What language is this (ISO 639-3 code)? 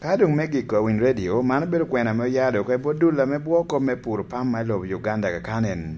laj